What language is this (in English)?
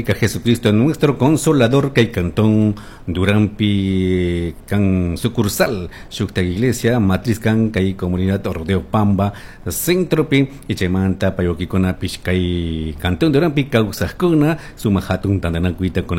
Chimborazo Highland Quichua